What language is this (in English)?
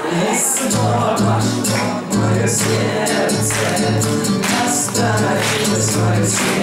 Russian